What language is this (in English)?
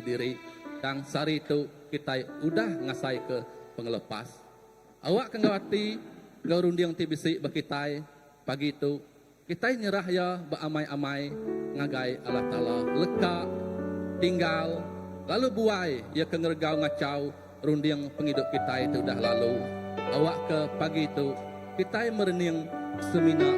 Iban